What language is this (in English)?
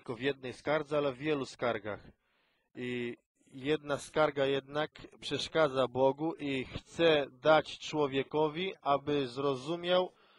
Polish